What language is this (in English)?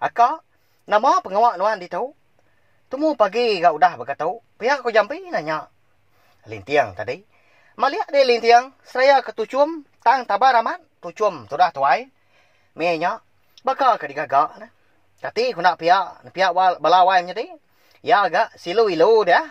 Iban